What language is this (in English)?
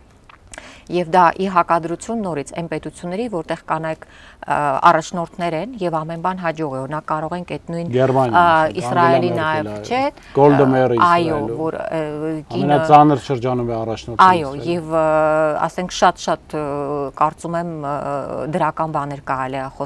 Armenian